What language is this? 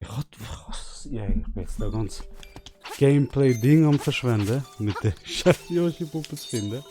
Swiss German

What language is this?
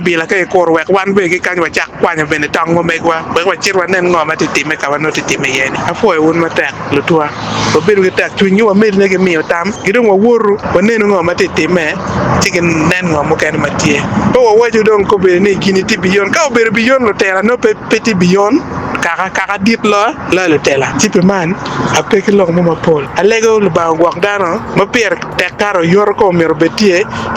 Acoli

